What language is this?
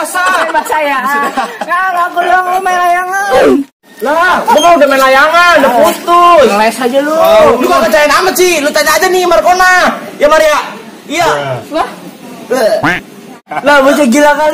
Betawi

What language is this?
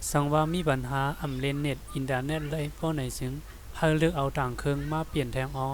Shan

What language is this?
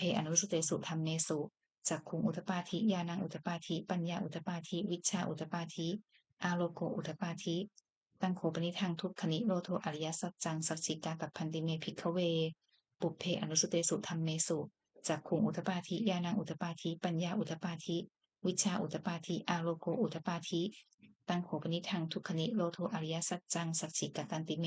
Pali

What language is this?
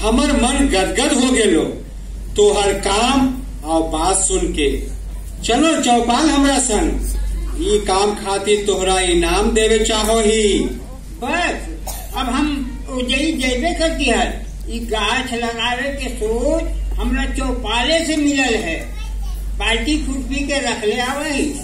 Magahi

